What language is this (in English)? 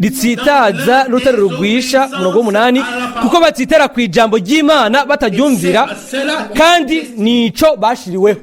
Rundi